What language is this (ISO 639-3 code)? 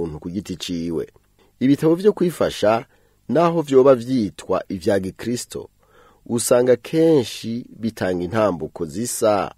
run